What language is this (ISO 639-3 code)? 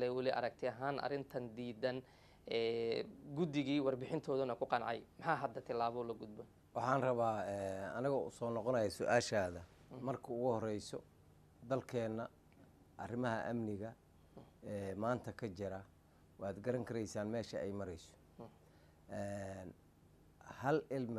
som